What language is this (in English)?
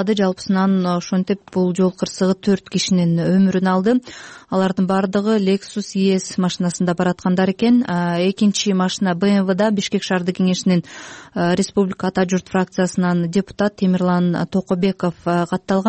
Kyrgyz